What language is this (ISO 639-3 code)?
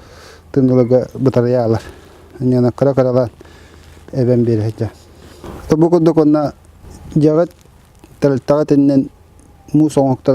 sah